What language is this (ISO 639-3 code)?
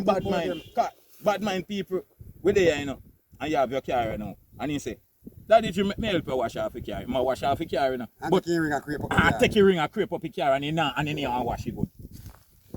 jam